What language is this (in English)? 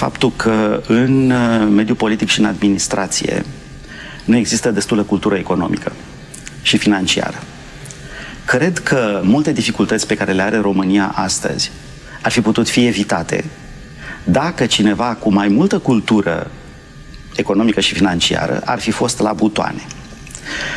Romanian